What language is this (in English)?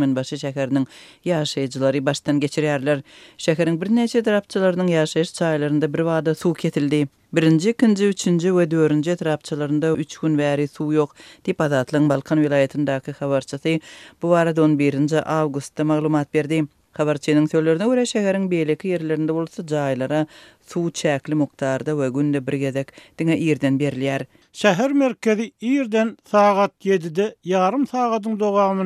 Turkmen